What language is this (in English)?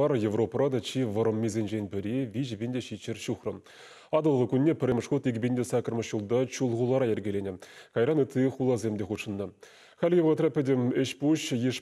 Chuvash